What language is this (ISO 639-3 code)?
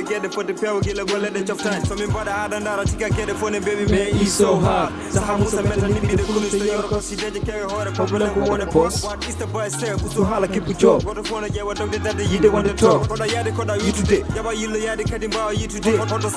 ful